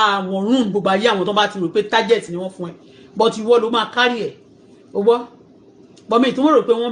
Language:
Yoruba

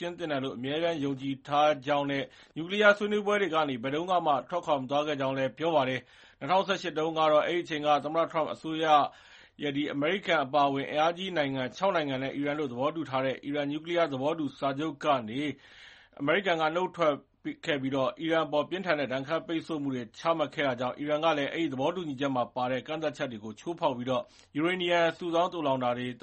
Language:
Burmese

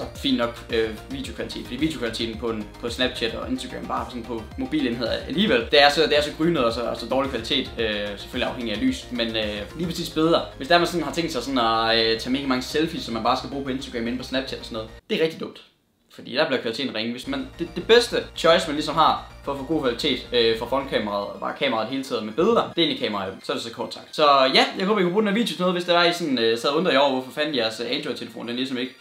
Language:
Danish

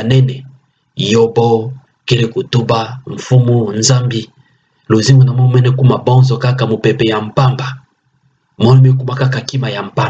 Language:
Kituba (Democratic Republic of Congo)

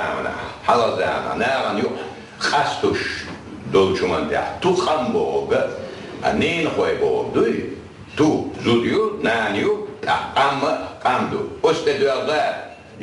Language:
Chechen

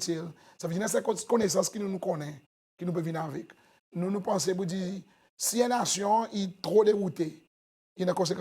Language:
Seselwa Creole French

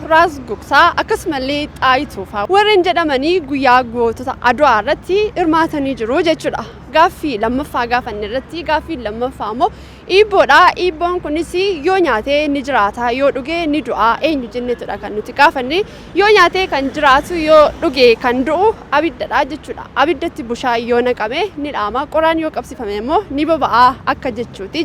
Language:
Oromo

